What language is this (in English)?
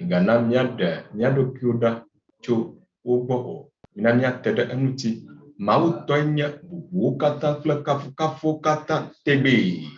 Ewe